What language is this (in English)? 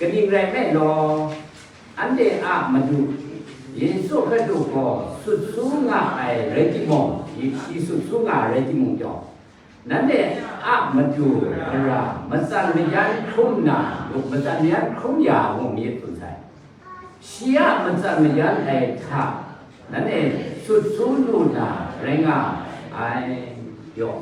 Kachin